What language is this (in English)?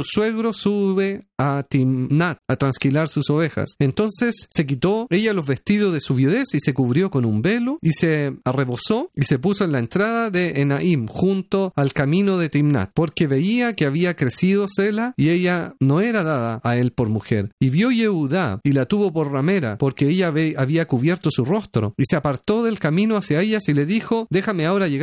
Spanish